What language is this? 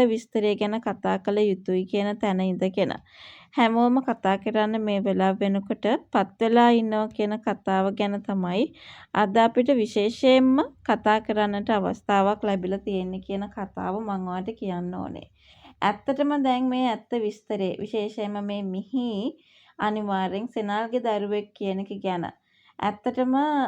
Sinhala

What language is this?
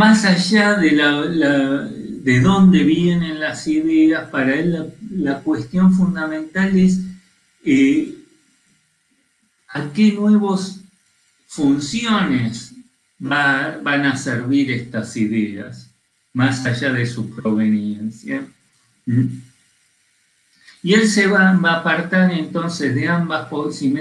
Spanish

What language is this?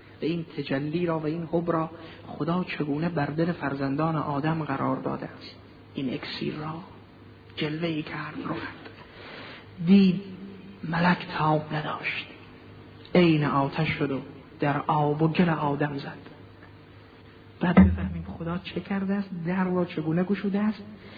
Persian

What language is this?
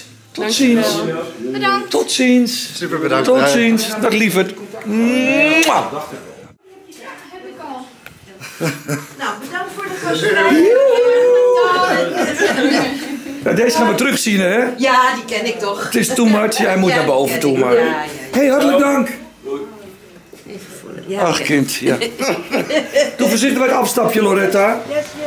Dutch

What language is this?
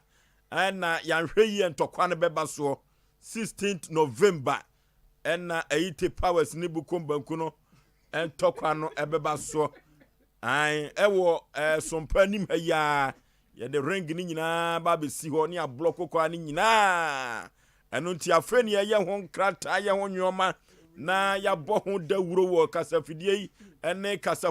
Akan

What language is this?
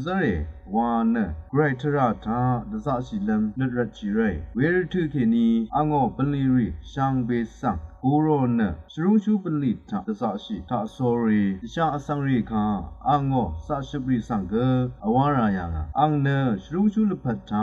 Rawang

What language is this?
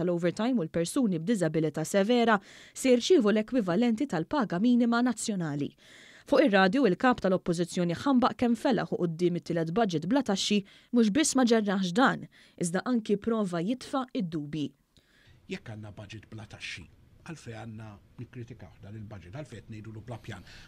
Maltese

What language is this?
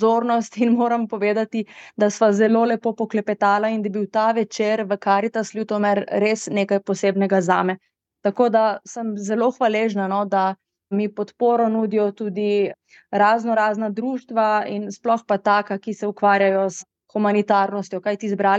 Slovenian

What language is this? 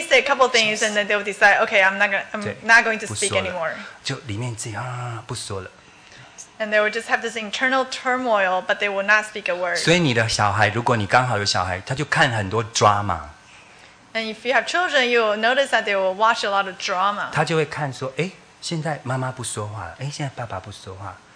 Chinese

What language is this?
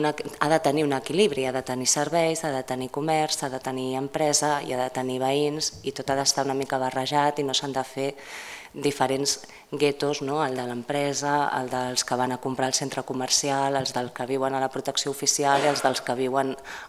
Catalan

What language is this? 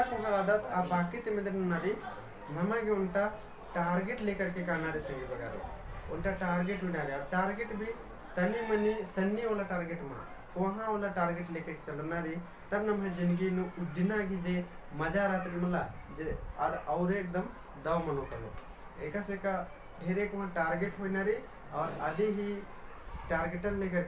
Kurukh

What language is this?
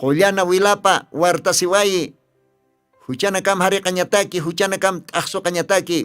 Aymara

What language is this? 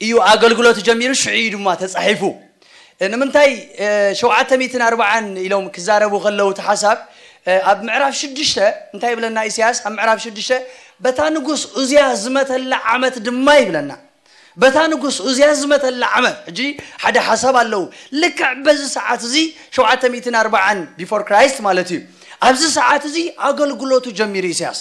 Tigrinya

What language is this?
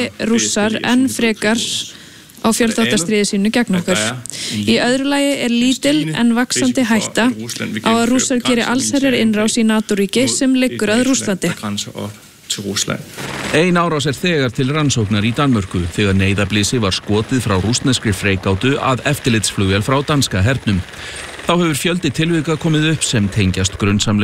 Icelandic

